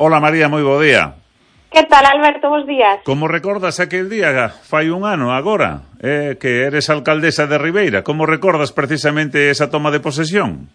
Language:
Galician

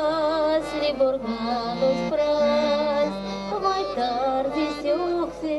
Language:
Erzya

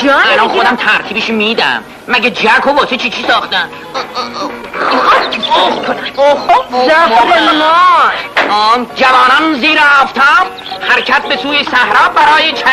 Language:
Persian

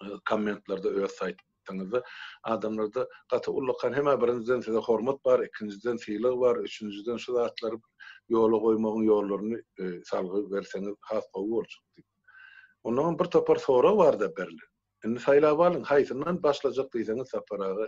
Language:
Turkmen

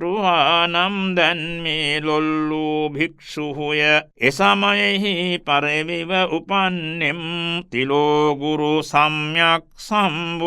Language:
Sinhala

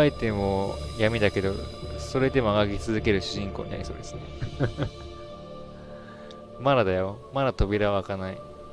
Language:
Japanese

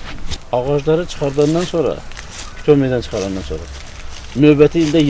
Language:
Azerbaijani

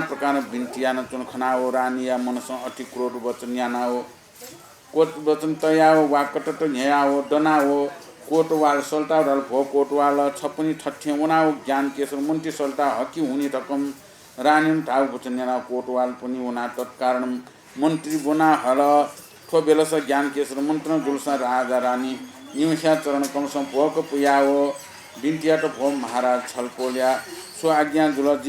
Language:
Newari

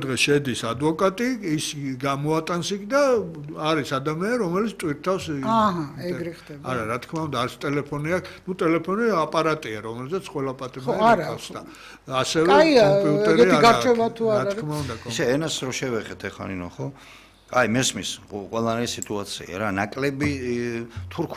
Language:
Georgian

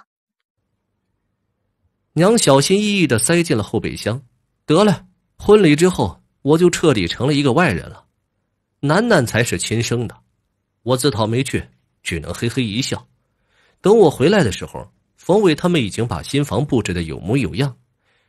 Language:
Chinese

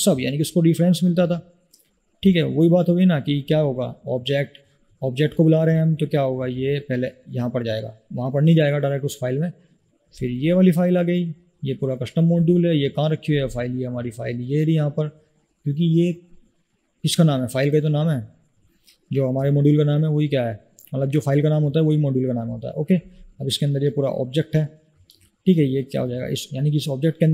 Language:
Hindi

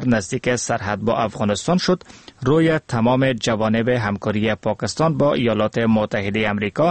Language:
Persian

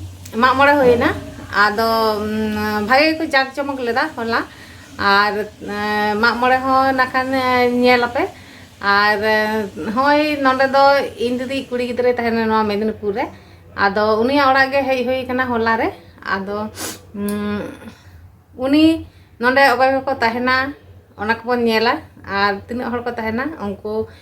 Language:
Santali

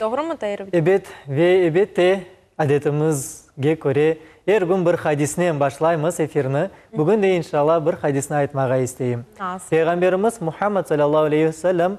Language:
Crimean Tatar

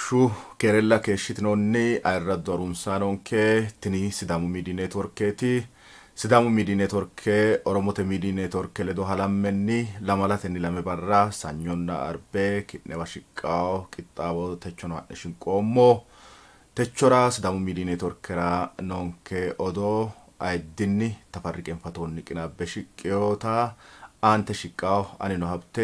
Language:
Sidamo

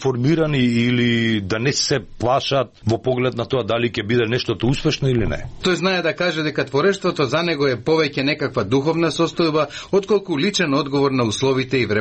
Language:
Macedonian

